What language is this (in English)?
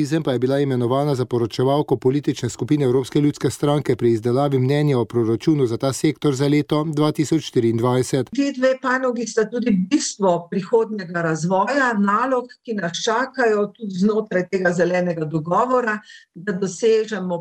Slovenian